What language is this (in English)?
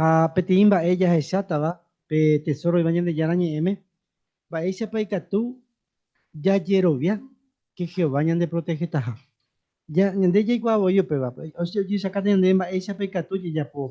Guarani